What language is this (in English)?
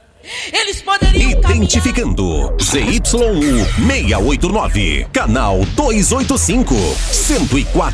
Portuguese